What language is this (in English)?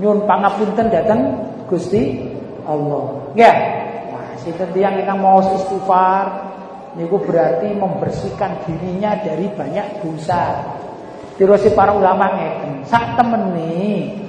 Javanese